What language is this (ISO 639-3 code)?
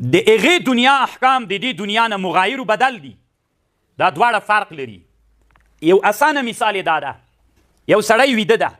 pus